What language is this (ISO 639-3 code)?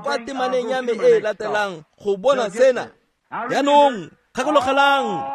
tsn